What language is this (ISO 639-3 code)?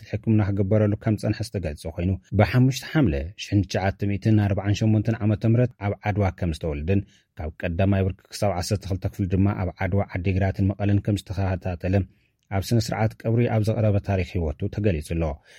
tir